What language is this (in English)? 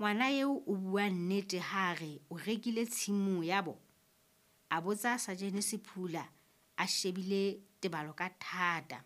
Southern Sotho